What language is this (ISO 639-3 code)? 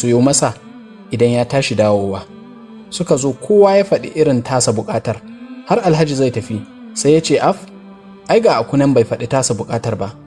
hau